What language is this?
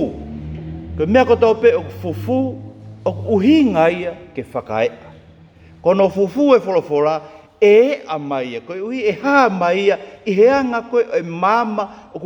Tongan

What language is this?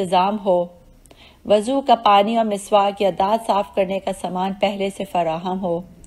Urdu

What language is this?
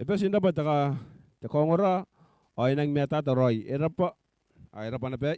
Gilbertese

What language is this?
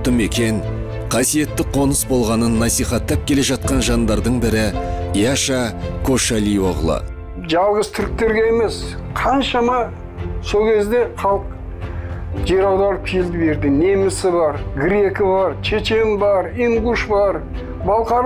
Kazakh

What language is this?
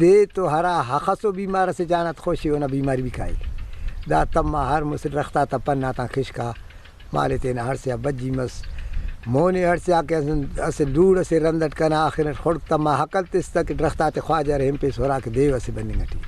Brahui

